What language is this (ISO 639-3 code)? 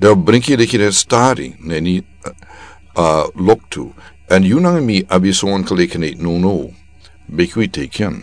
srn